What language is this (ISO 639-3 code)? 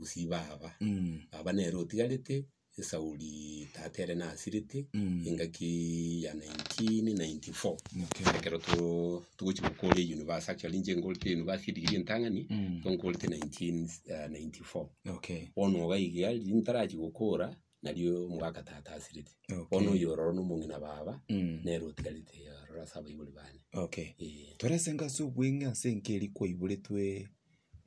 guz